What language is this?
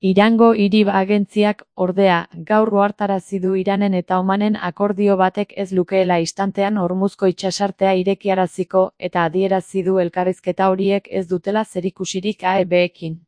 Basque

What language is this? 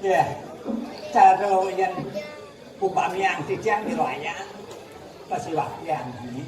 Balinese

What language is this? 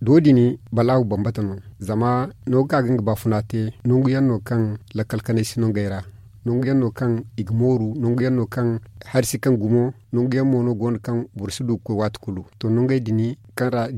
Zarma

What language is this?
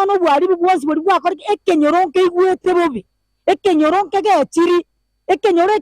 Gusii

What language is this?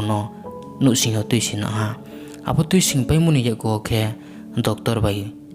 Riang (India)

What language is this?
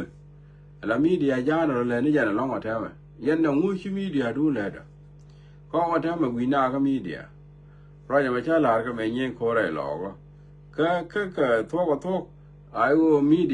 Nuer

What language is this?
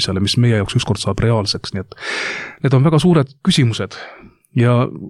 Estonian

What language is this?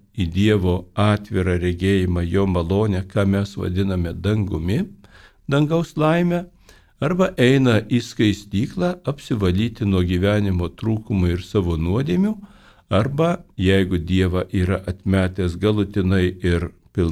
Lithuanian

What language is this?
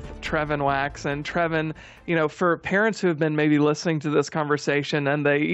English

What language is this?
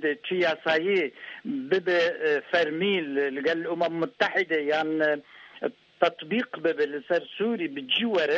Kurdish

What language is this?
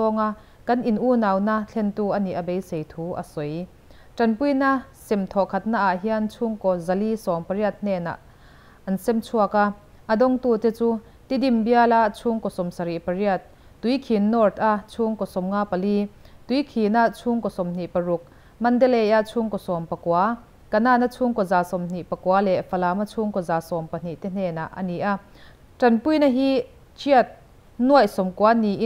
Mizo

